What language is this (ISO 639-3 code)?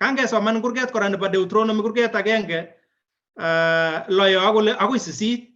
kln